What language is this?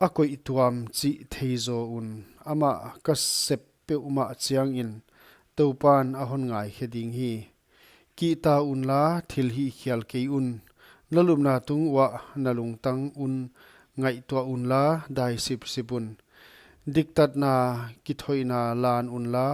Paite Chin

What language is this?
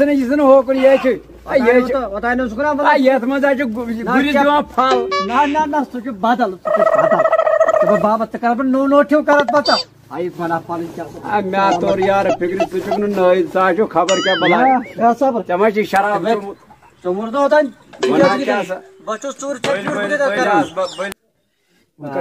Kashmiri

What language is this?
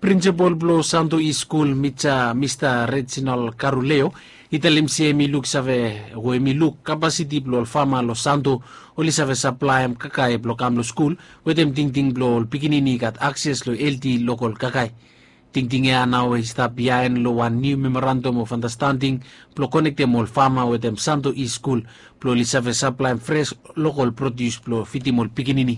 Bislama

